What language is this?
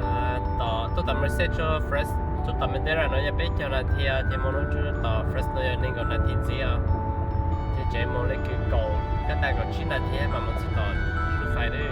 Hmong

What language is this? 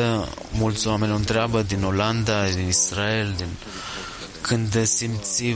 Romanian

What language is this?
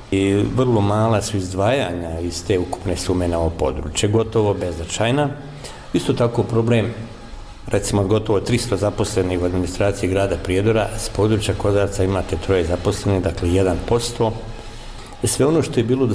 Bosnian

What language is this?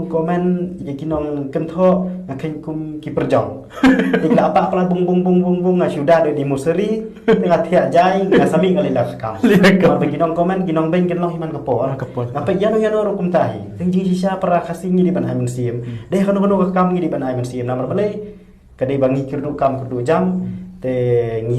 Khasi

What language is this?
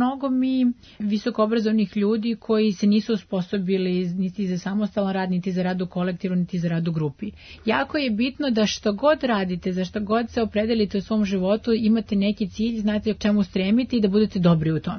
Serbian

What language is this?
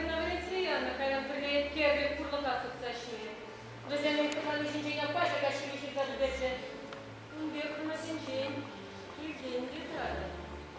Chuvash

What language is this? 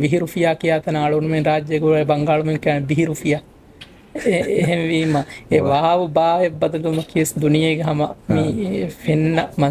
Divehi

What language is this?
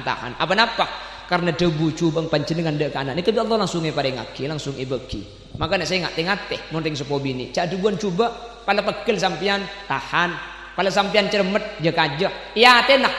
Madurese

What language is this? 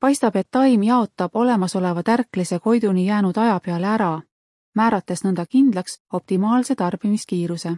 Estonian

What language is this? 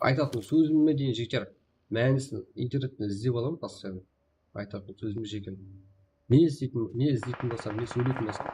Kara-Kalpak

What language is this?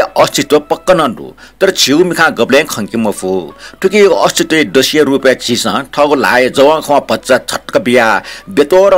Newari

